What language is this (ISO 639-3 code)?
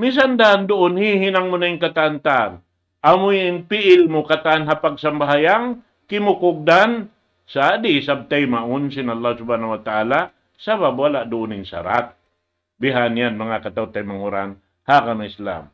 tsg